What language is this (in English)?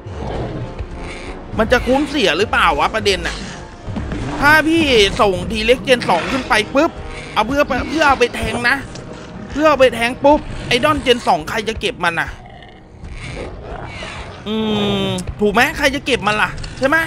Thai